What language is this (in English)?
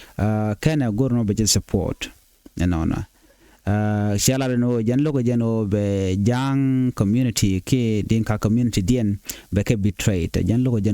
Nuer